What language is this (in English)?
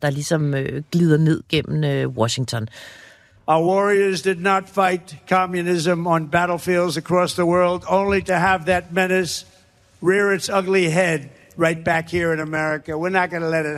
Danish